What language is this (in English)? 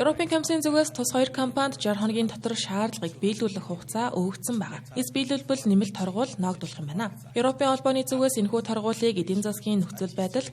Mongolian